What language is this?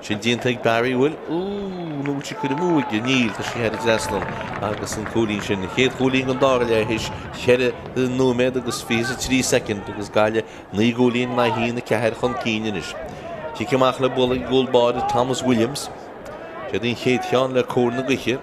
Irish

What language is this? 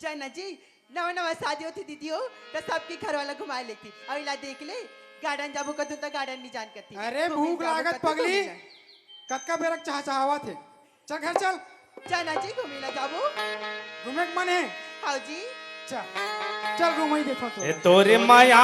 Chhattisgarhi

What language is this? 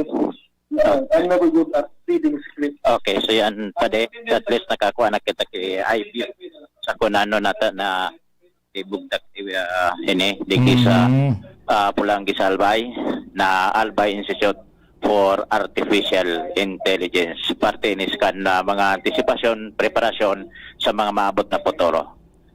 Bikol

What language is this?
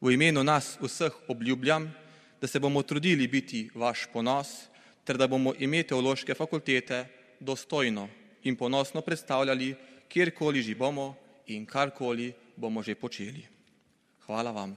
Slovenian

